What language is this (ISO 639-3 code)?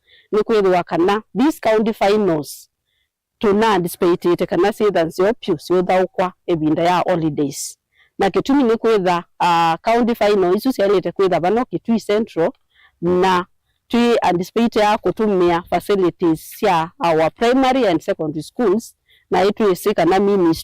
kam